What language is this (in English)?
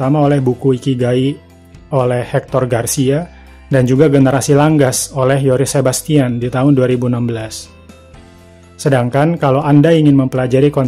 Indonesian